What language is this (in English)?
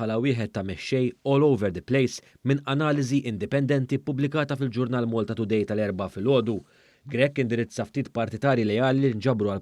Maltese